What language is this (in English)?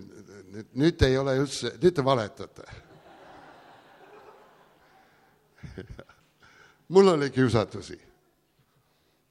Estonian